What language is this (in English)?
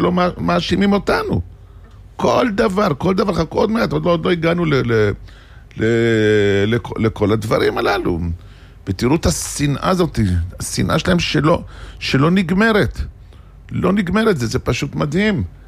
Hebrew